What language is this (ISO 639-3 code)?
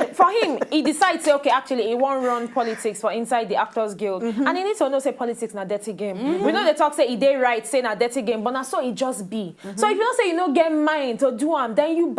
pcm